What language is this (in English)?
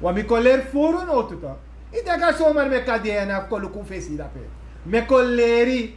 Sranan Tongo